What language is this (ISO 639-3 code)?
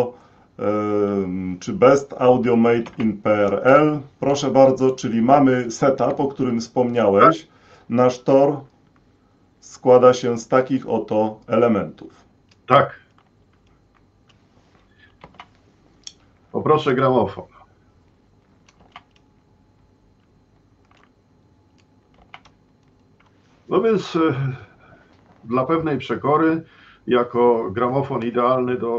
pol